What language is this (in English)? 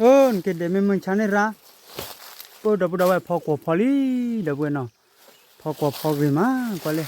S'gaw Karen